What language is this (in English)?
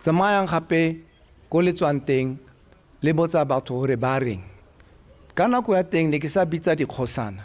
Tswana